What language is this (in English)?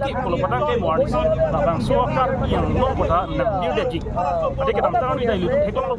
Karbi